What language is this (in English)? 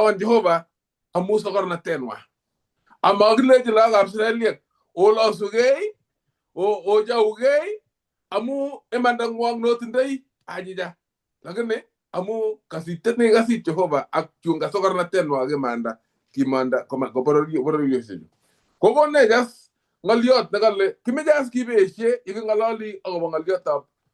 Kalenjin